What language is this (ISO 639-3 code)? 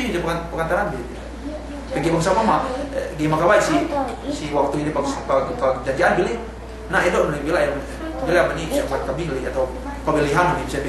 yka